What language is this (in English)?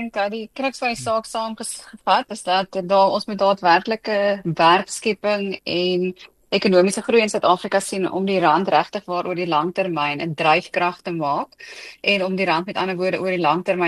Afrikaans